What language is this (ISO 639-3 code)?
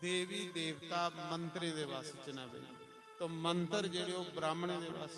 doi